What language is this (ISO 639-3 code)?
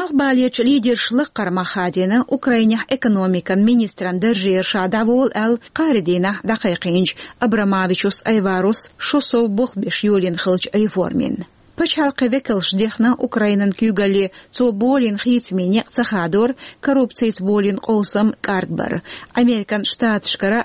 che